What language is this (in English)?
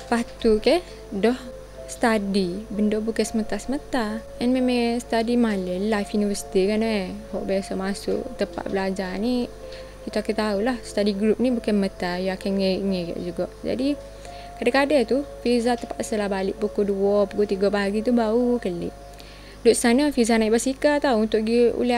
Malay